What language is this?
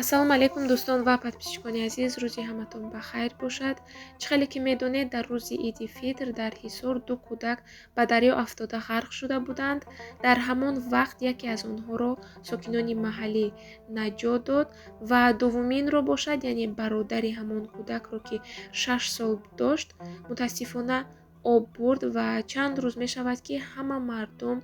Tajik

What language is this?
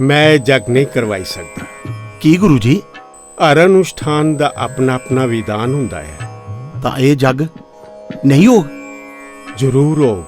Dogri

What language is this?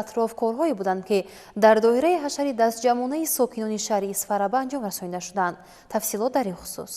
Tajik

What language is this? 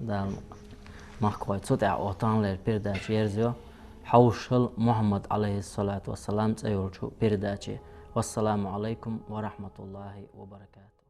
Chechen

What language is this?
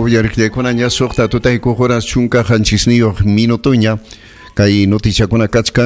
Ayacucho Quechua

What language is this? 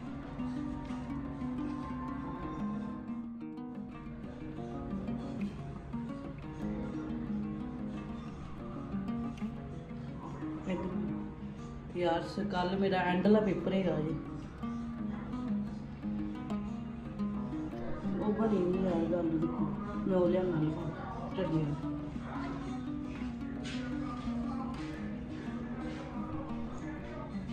Punjabi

